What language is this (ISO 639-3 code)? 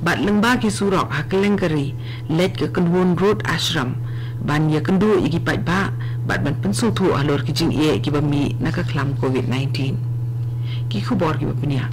kha